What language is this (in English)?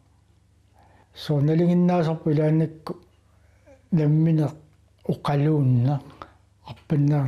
Kalaallisut